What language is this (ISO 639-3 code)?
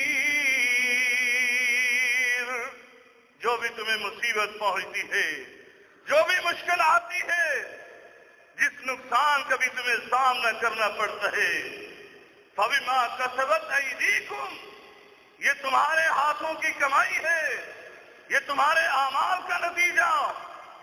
urd